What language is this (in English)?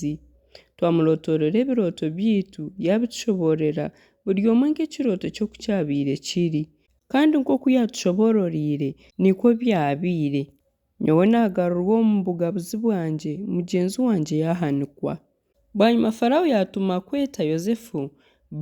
Nyankole